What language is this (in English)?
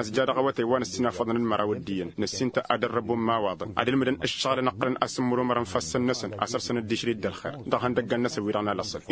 Tamasheq